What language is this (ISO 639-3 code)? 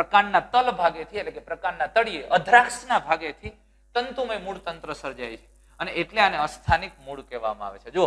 guj